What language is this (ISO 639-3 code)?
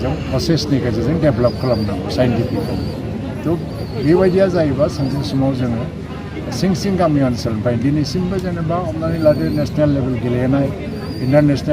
brx